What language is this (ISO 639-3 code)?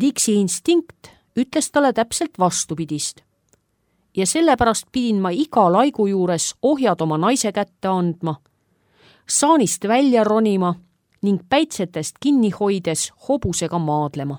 est